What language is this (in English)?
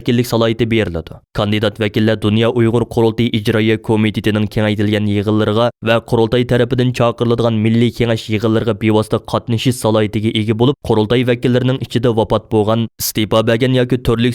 Uyghur